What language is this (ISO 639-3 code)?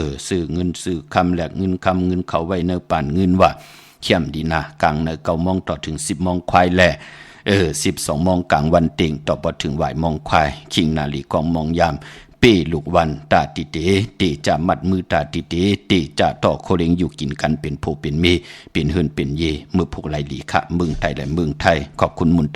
shn